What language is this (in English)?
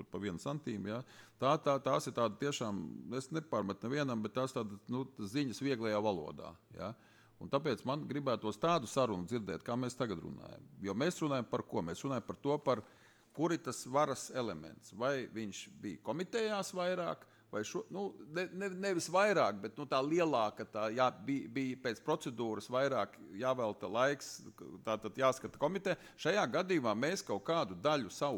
Latvian